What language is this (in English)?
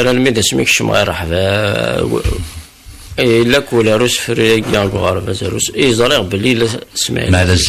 Kabyle